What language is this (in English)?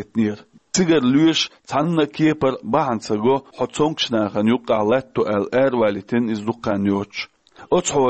Chechen